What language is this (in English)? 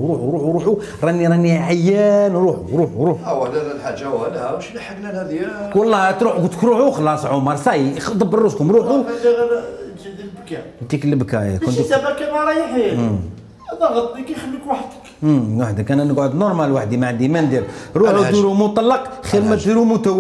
Algerian Arabic